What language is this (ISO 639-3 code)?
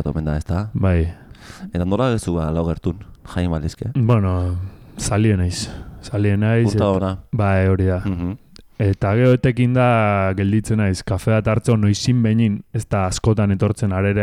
eus